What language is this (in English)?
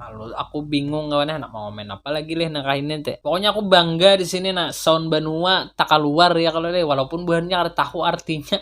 Banjar